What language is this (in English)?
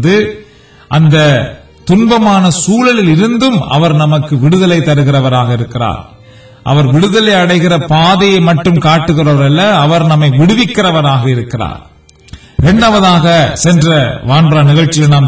Tamil